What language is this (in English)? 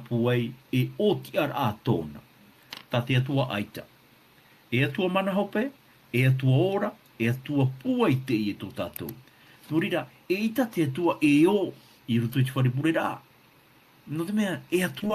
Tahitian